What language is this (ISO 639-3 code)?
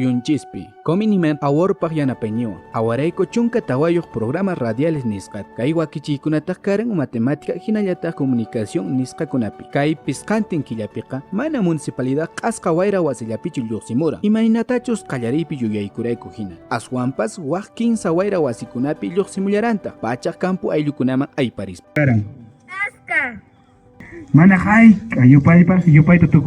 que